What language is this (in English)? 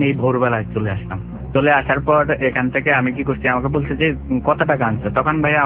Bangla